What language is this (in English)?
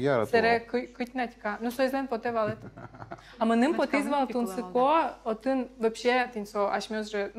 Udmurt